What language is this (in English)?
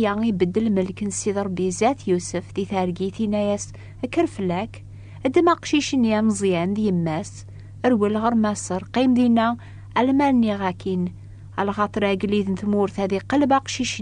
Kabyle